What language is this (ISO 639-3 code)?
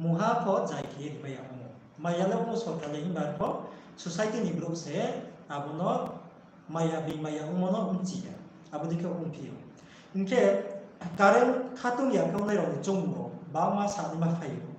ria